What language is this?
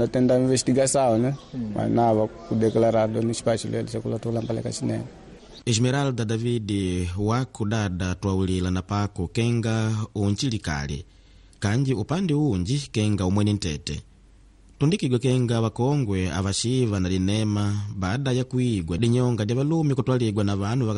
Makonde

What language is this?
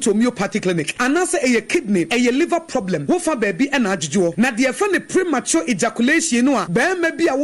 Akan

